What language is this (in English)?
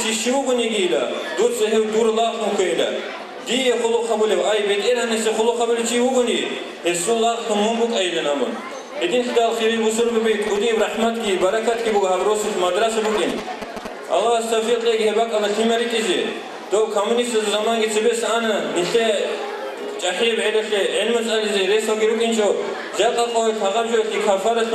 Avaric